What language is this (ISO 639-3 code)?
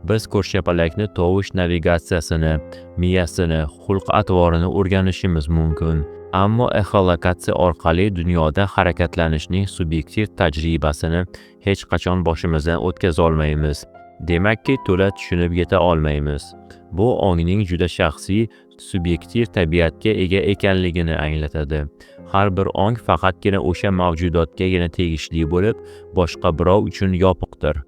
uzb